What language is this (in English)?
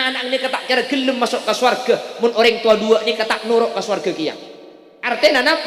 Madurese